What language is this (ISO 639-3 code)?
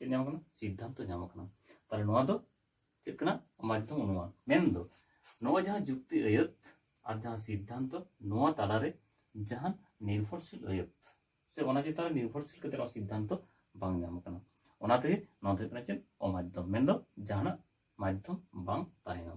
sat